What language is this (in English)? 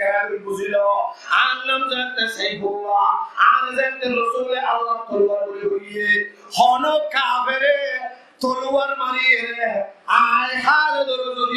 Rohingya